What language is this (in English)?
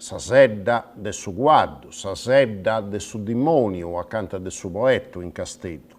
Sardinian